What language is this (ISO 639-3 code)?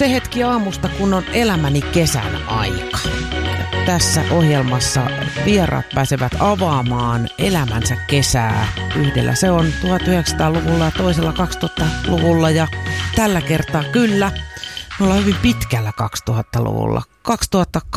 fin